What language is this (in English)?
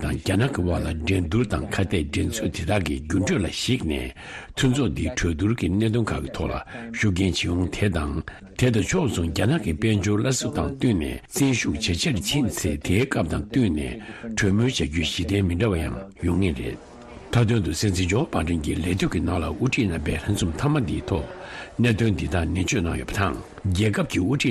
Tibetan